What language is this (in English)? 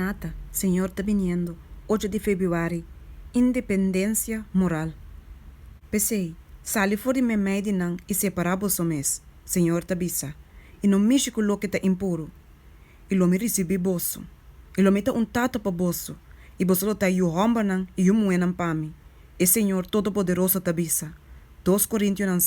Papiamento